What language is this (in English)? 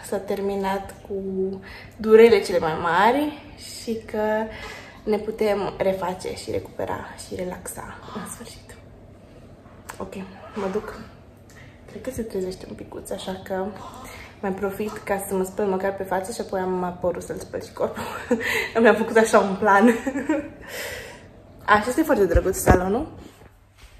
Romanian